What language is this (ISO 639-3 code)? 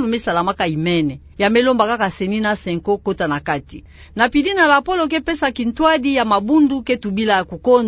ktu